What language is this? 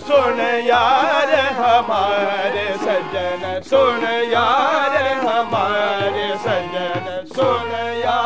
Hindi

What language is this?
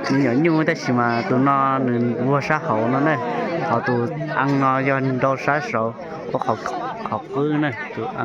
Hmong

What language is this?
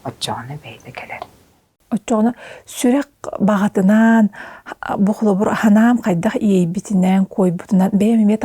Yakut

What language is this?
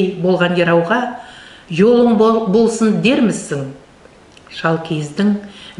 Nogai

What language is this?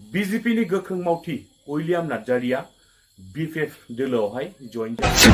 Bodo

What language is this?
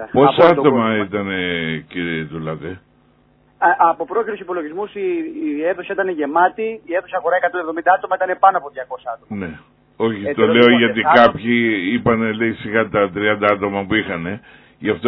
Greek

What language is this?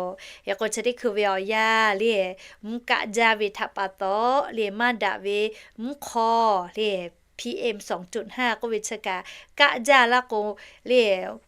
Lahu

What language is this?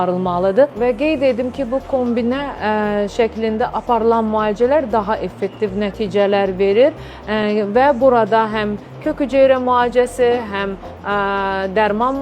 Azerbaijani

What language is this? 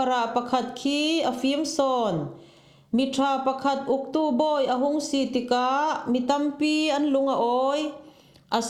Falam Chin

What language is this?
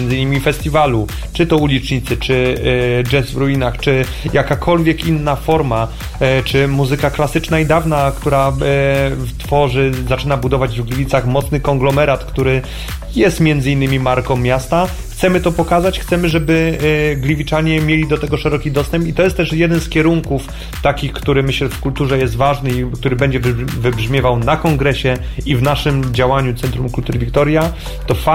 Polish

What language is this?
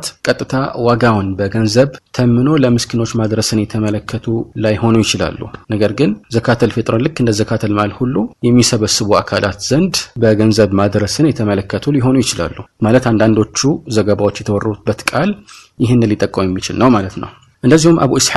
Amharic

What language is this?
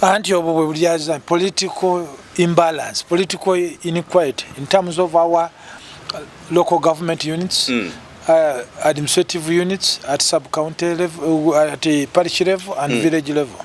Ganda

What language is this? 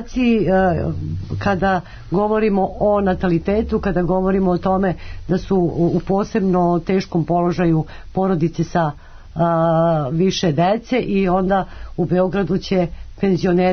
Serbian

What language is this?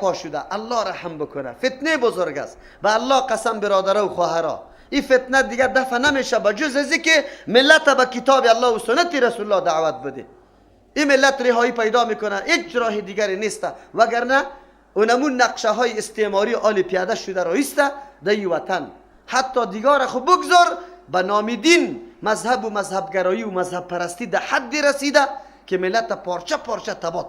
Persian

